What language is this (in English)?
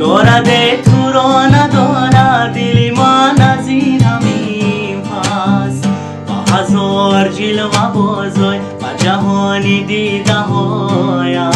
Tajik